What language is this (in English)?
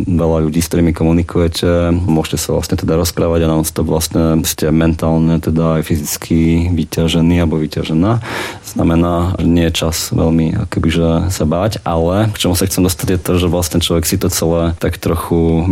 Slovak